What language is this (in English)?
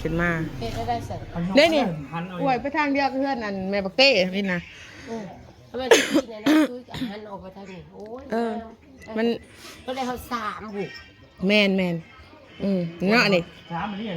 Northeastern Thai